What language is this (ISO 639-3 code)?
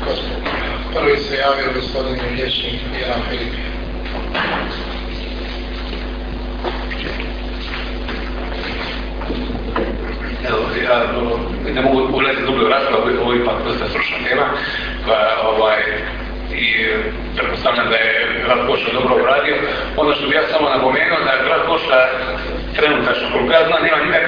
hrv